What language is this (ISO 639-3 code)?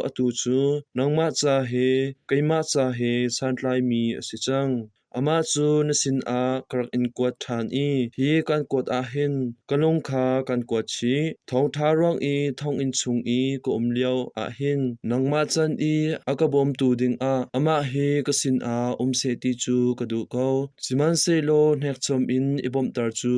cnh